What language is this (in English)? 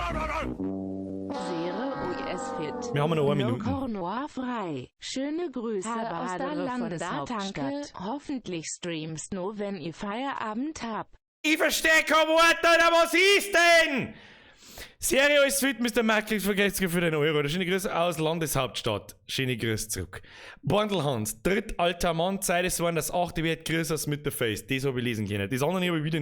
Bavarian